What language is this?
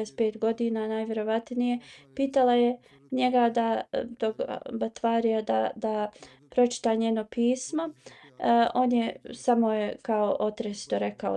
Bosnian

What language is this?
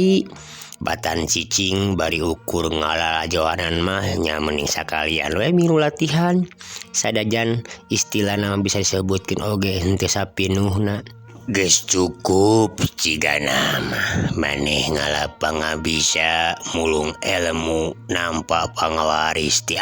Sundanese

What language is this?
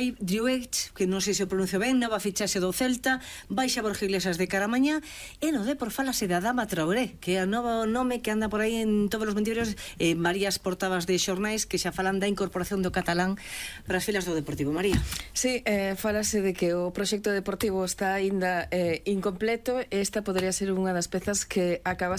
Galician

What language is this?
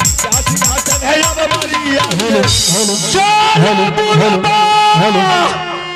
Maithili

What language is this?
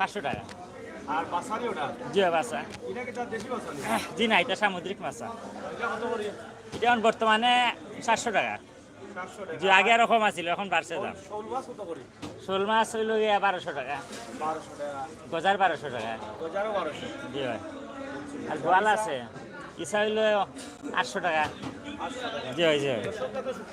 Sylheti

